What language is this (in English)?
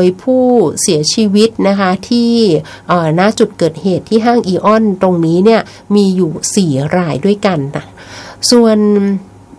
Thai